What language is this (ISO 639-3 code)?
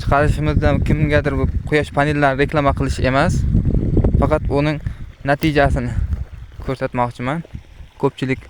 uzb